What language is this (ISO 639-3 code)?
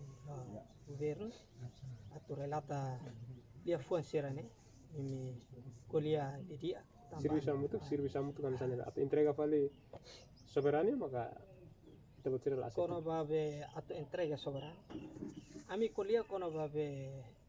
tet